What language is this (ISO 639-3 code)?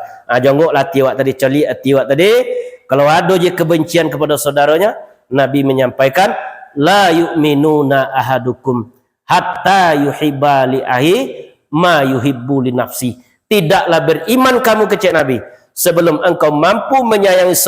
min